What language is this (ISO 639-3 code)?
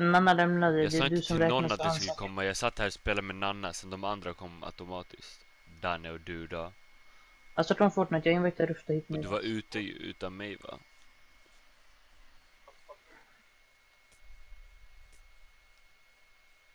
swe